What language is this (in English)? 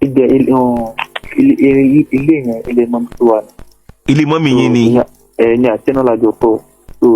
Yoruba